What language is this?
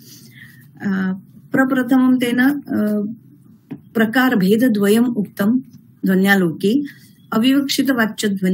Sanskrit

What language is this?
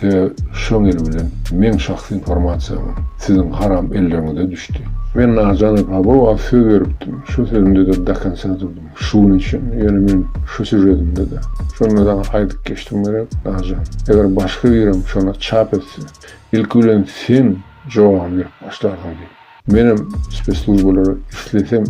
Turkmen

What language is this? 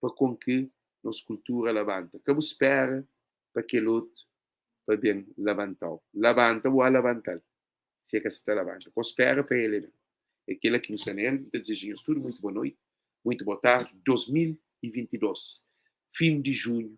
Kabuverdianu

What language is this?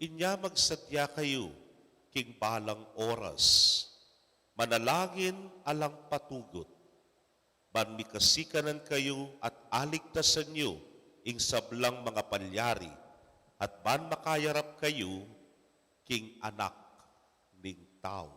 Pampanga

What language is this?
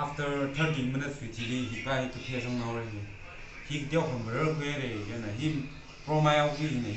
Tangkhul Naga (India)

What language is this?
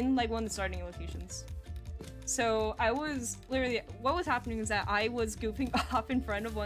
English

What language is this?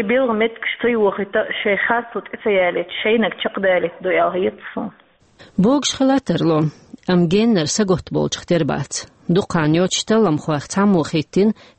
Chechen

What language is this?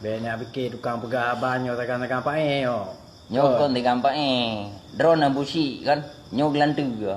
Achinese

